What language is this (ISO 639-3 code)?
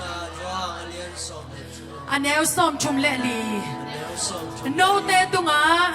ctd